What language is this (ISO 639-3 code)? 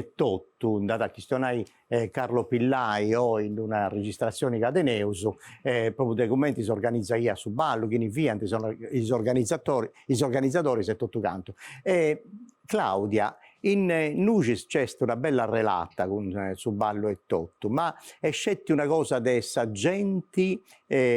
srd